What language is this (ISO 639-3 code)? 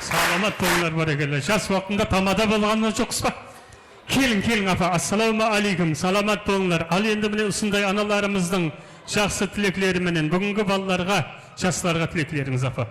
kaa